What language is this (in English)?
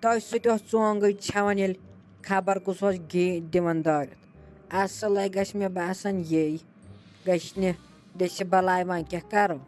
Kashmiri